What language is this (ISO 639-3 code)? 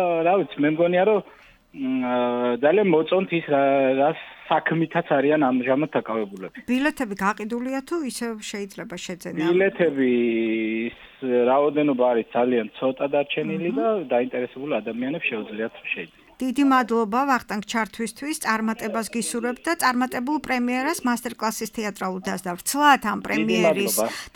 kat